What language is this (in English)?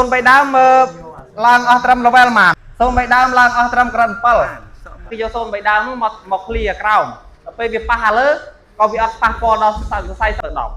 Khmer